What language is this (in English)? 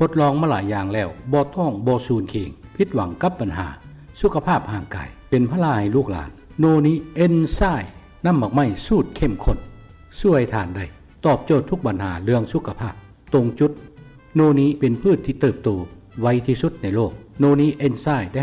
Lao